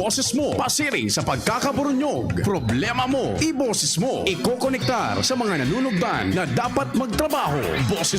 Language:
Bikol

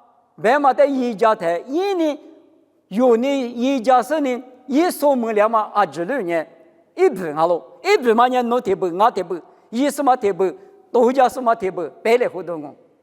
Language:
Lisu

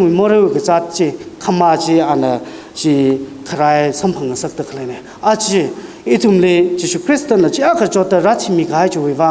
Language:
Tangkhul Naga (India)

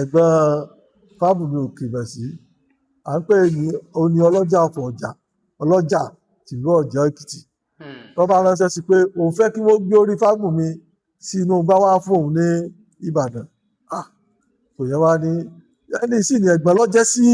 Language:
Yoruba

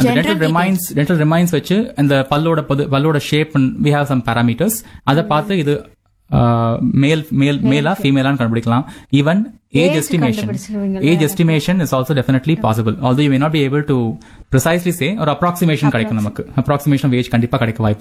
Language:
Tamil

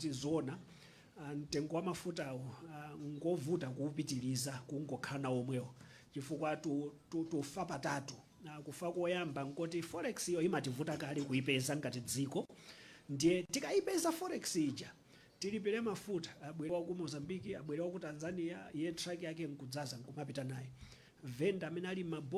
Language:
Nyanja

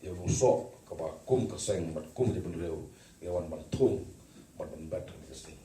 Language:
Khasi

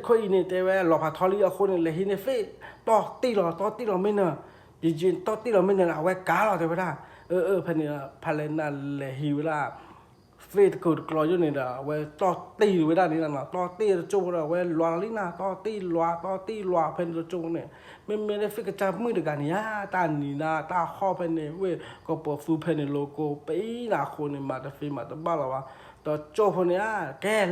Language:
S'gaw Karen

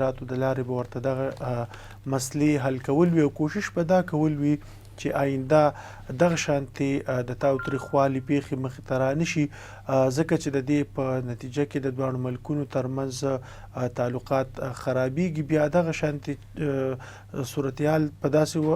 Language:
Pashto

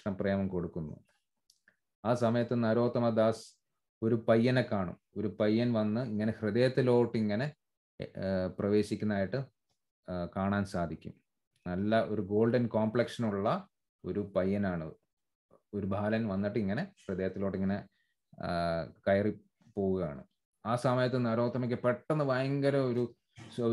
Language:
Malayalam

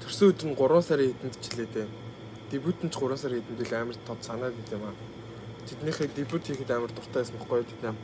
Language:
Mongolian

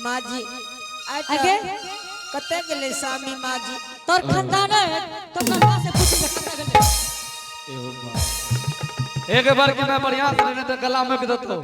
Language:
Angika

